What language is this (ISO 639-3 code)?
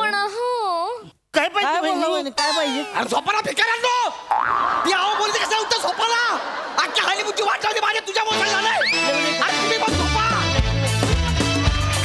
mar